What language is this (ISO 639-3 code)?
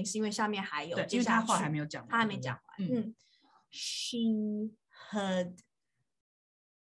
zho